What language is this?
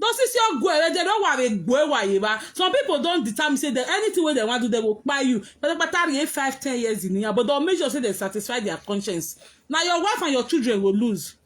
Nigerian Pidgin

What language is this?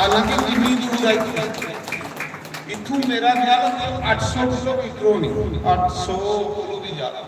Dogri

